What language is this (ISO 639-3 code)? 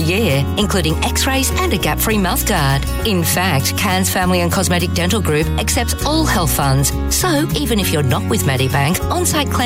eng